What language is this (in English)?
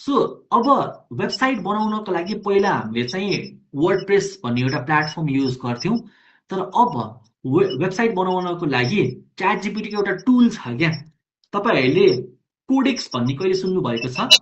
Nepali